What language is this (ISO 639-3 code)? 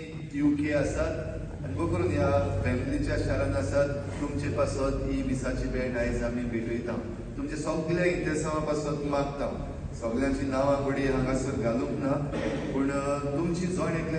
kok